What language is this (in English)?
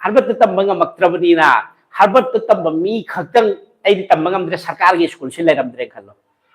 Manipuri